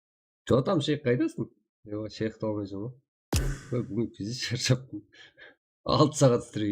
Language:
Kara-Kalpak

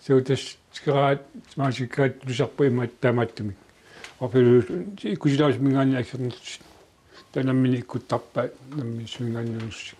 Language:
Kalaallisut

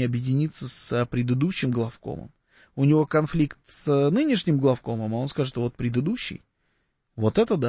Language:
Russian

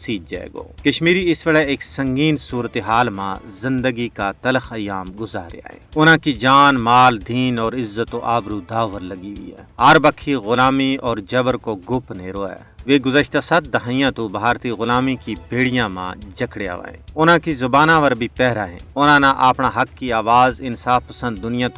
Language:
Gujari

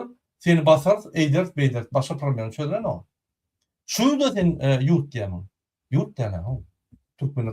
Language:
Turkmen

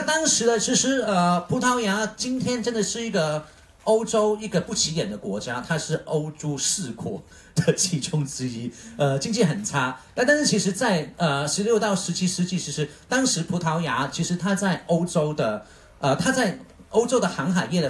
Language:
Chinese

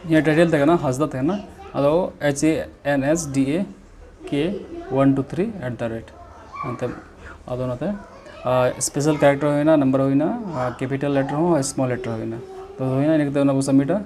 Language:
Santali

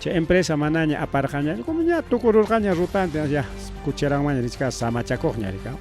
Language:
Ayacucho Quechua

